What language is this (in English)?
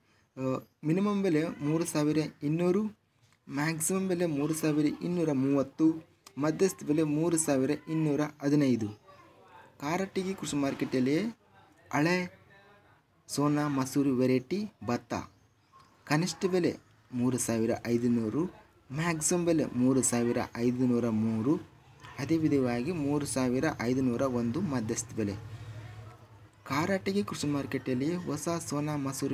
Kannada